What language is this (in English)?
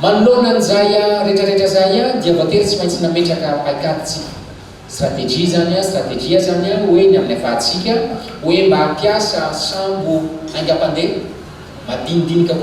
Malagasy